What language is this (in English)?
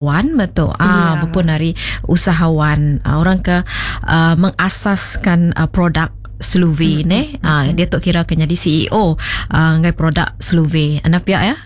Iban